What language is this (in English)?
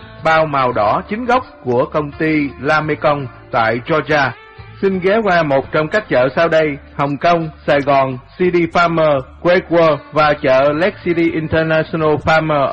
Vietnamese